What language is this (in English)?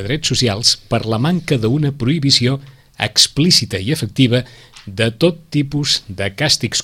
Catalan